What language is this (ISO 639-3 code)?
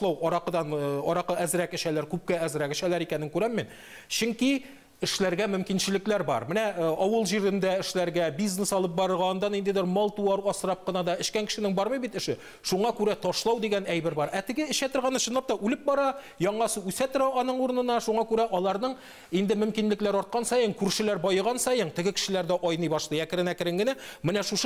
tat